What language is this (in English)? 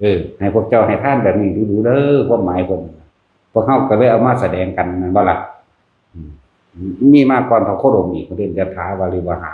Northeastern Thai